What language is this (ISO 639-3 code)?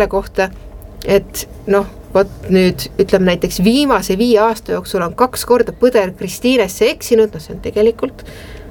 est